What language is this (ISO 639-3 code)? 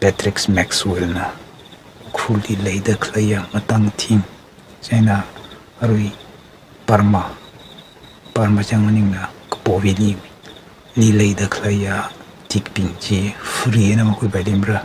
nmf